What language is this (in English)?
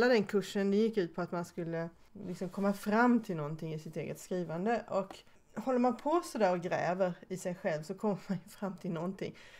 Swedish